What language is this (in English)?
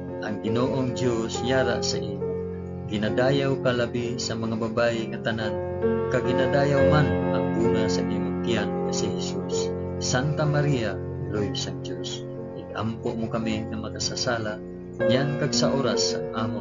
Hiligaynon